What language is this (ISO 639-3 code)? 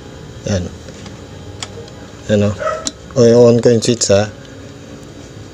fil